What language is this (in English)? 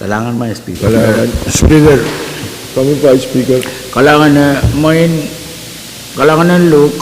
Pohnpeian